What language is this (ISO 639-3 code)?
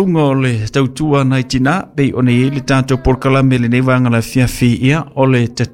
smo